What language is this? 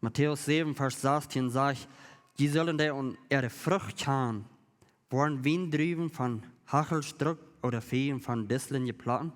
Plautdietsch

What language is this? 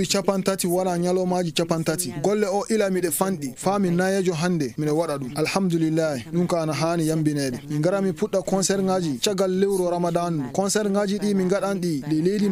Maasina Fulfulde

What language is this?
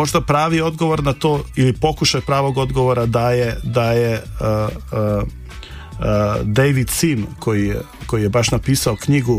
Serbian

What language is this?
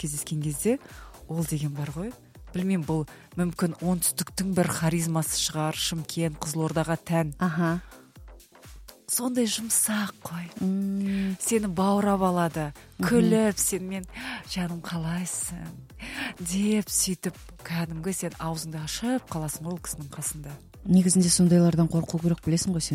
Kazakh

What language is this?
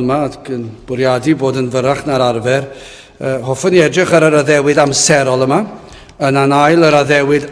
Welsh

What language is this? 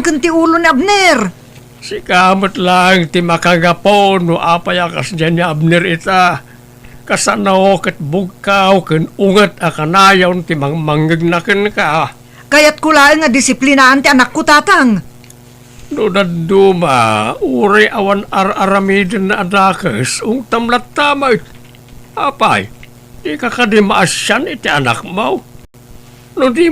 Iloko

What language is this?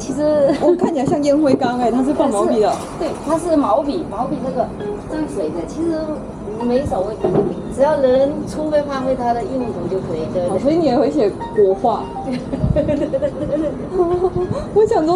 Chinese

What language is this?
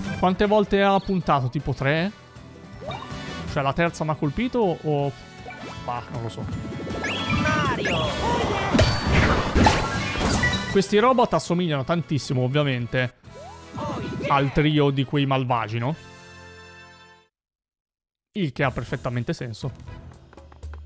Italian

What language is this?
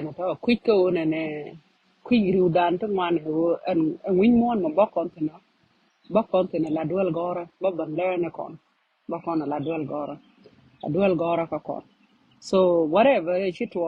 Nuer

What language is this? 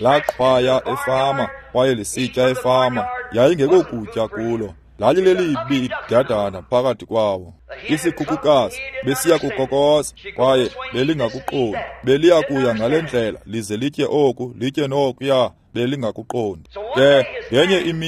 Xhosa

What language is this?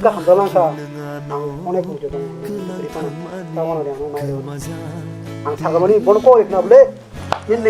Kok Borok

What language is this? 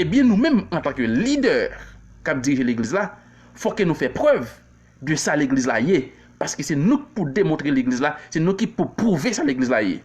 Haitian Creole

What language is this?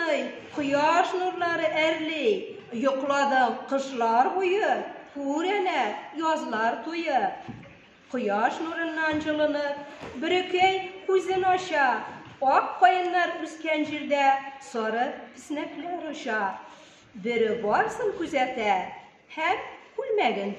Tatar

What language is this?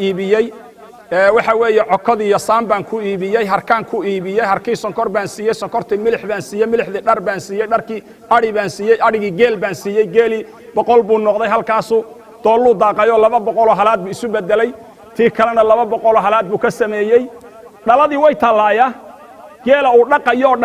Somali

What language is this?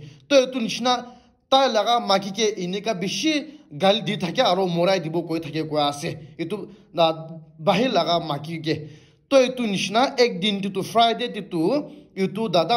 Naga Pidgin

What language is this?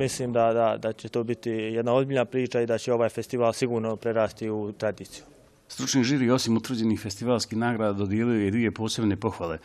Bosnian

